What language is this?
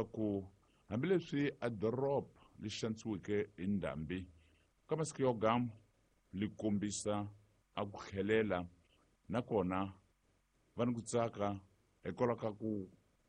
Tsonga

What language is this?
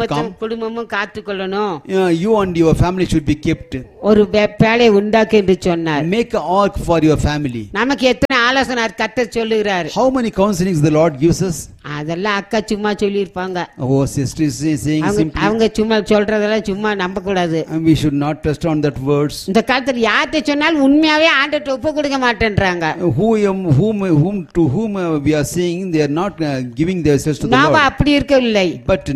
Tamil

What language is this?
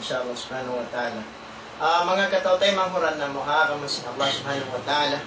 Tausug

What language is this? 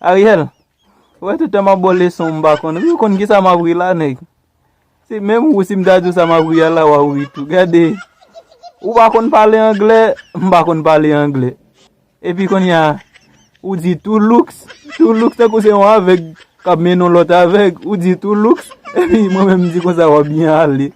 Haitian Creole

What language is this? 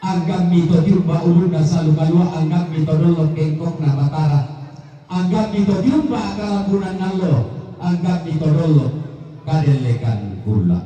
Toraja-Sa'dan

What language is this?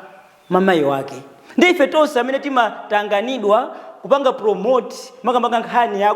Nyanja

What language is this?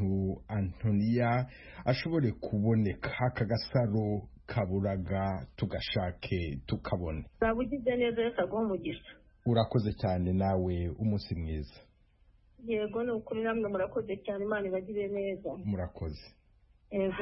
Kinyarwanda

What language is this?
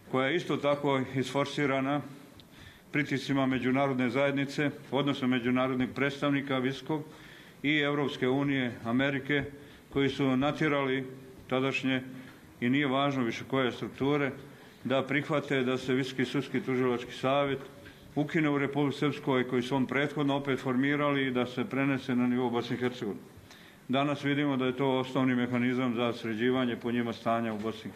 Bosnian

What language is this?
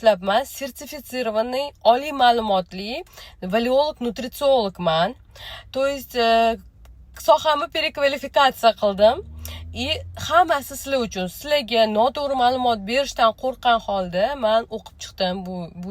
Uzbek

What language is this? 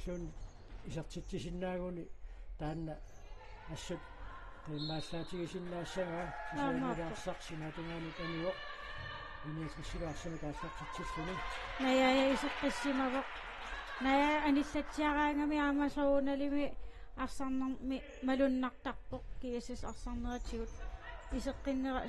Kalaallisut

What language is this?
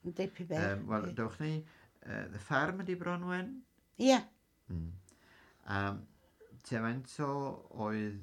Welsh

